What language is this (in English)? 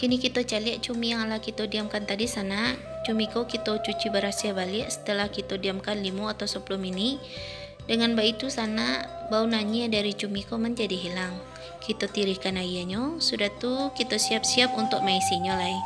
Minangkabau